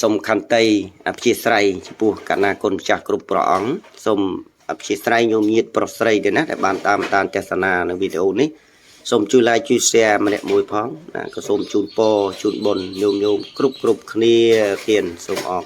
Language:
Khmer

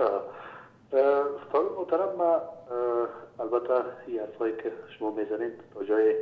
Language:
Persian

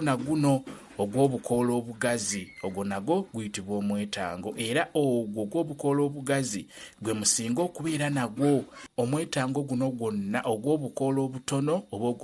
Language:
Ganda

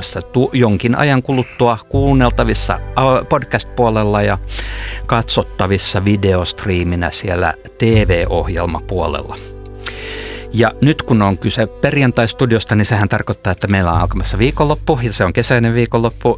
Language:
Finnish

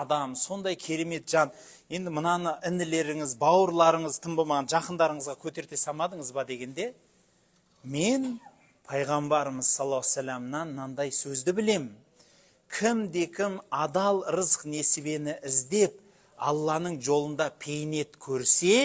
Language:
Kazakh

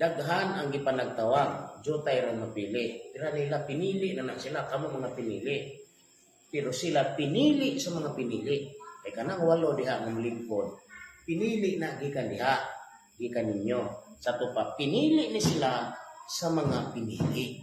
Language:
Cebuano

